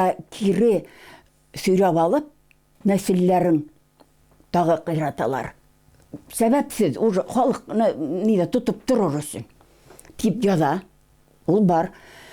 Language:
Bashkir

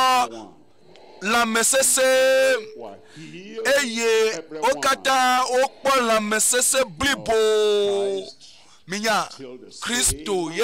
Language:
Ewe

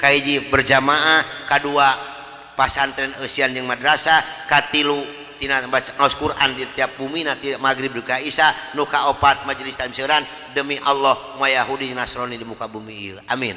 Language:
Sundanese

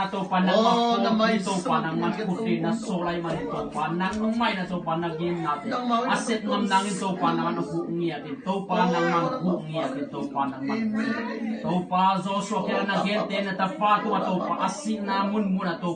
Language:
Tedim Chin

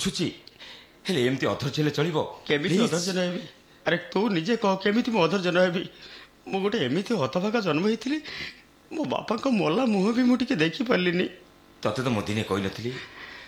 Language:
Odia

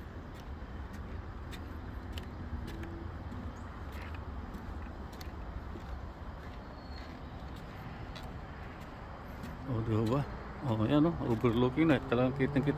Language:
Filipino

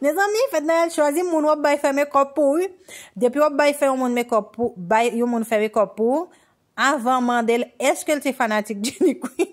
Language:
Haitian Creole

